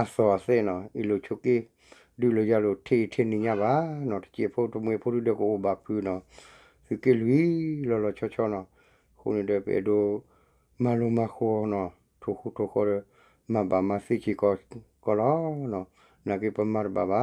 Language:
S'gaw Karen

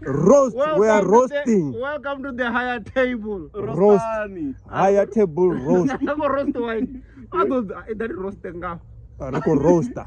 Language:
Venda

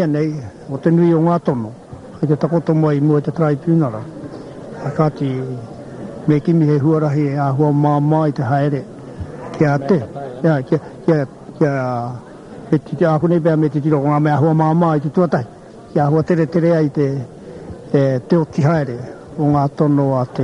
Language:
Māori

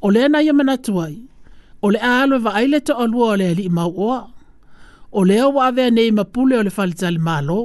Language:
Samoan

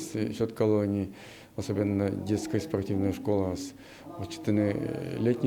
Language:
Udmurt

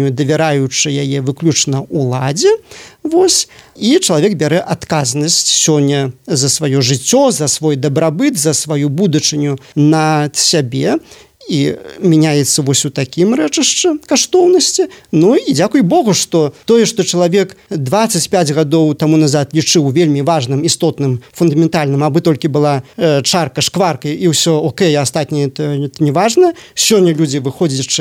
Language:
Belarusian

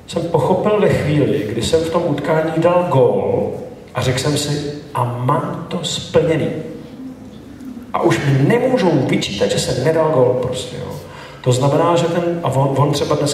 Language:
Czech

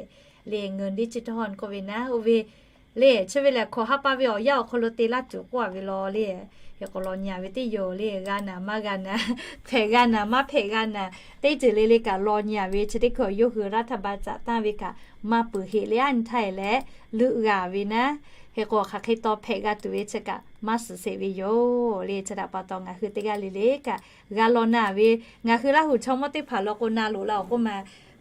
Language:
Lahu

